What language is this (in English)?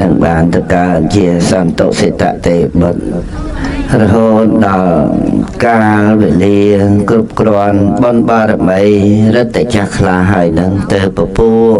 Khmer